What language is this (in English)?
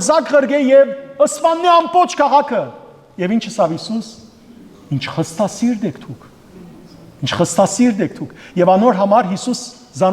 Western Armenian